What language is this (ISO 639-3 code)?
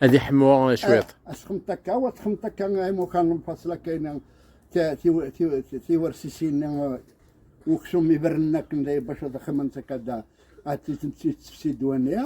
kab